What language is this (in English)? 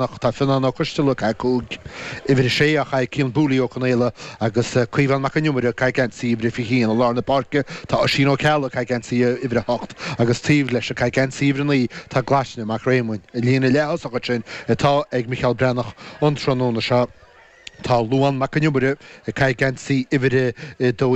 Irish